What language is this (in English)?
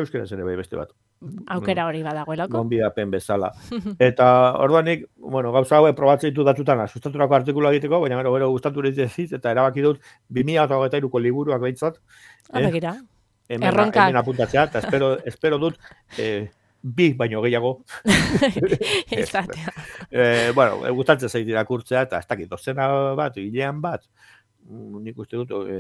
Basque